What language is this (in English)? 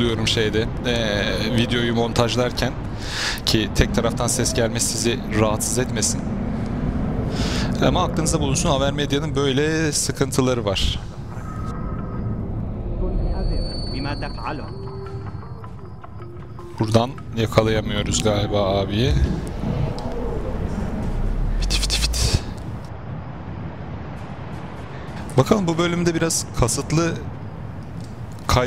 Turkish